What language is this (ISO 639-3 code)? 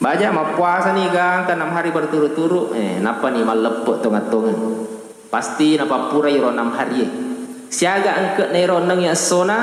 bug